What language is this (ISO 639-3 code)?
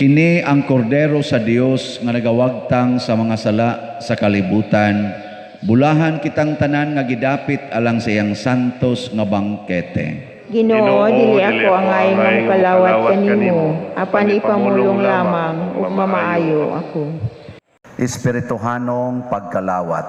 ceb